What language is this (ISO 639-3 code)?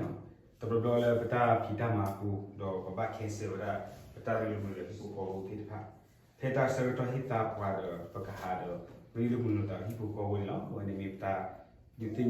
ksw